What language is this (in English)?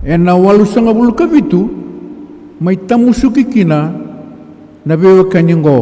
Fijian